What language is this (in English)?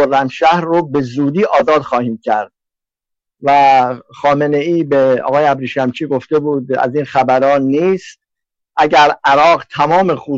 Persian